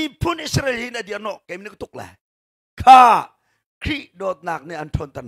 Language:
Hakha Chin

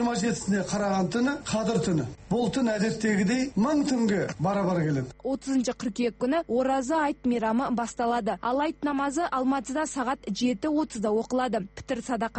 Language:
Kazakh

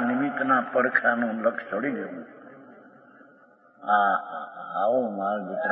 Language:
Gujarati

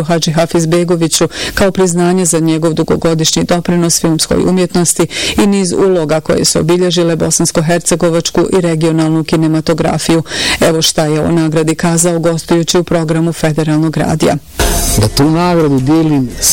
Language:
Bosnian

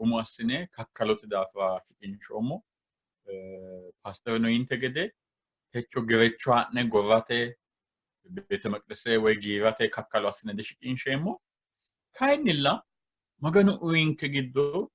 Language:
Sidamo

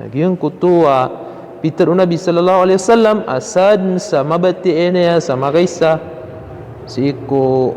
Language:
Maranao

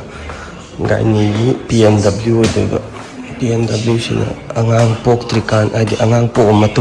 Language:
Manipuri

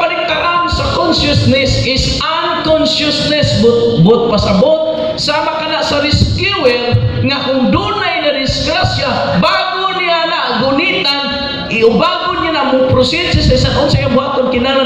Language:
Cebuano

